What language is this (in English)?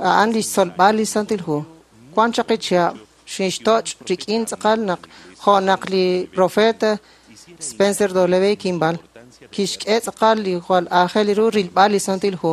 Kekchí